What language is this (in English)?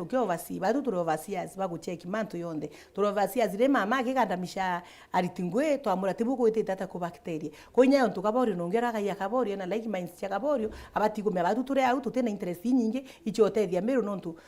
Meru